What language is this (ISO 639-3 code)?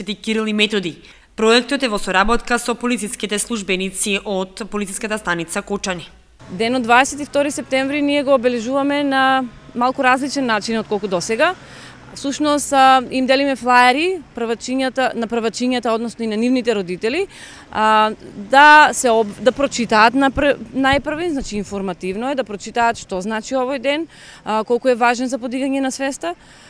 mkd